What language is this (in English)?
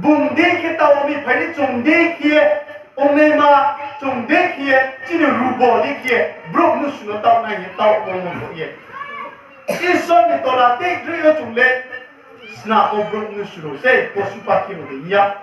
Riang (India)